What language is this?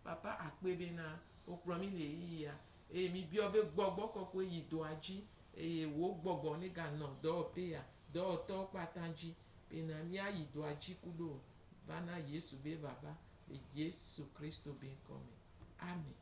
Gen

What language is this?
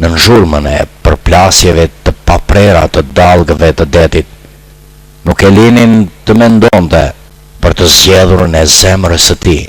Albanian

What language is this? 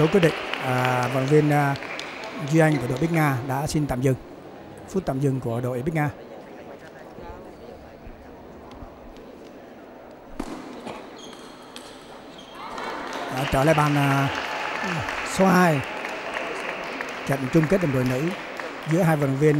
Vietnamese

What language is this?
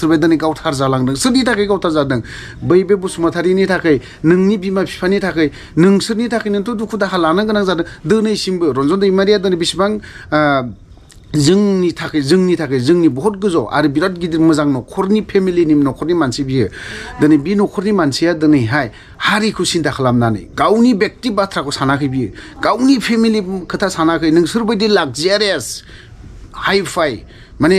Bodo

